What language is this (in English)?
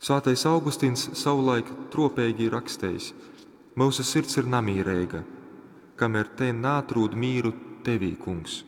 Latgalian